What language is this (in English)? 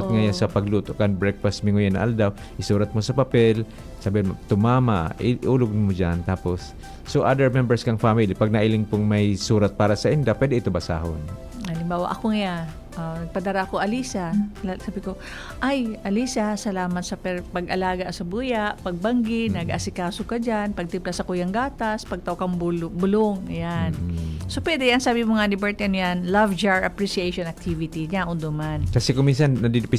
Bikol